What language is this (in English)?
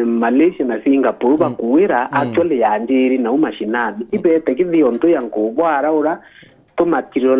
Meru